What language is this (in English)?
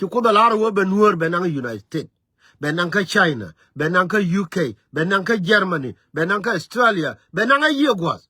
Nuer